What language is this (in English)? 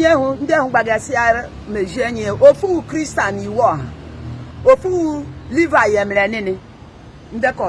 Igbo